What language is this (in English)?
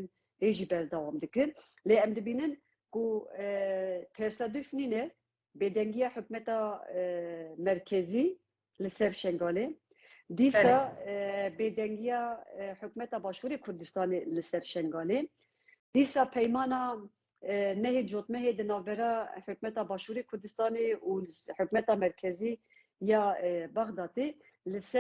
Kurdish